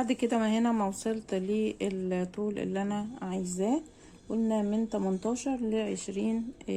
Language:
Egyptian Arabic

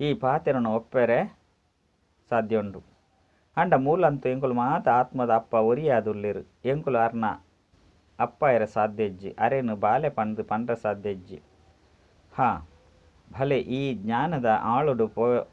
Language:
Tulu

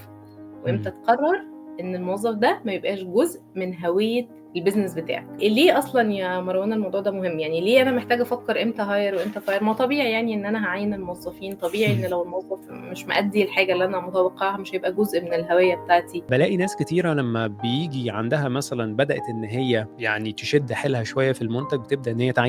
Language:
Egyptian Arabic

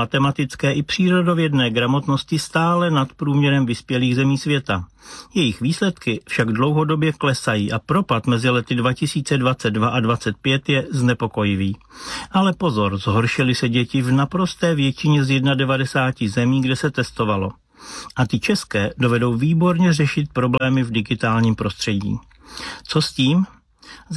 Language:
Czech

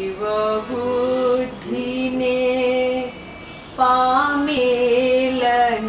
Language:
Gujarati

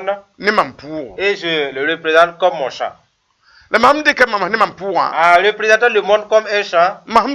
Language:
Mossi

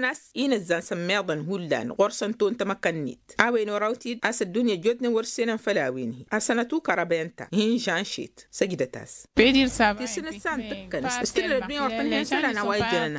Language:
Tamasheq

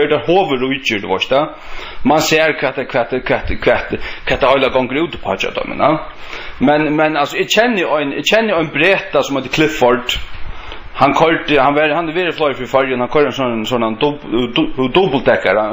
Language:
Faroese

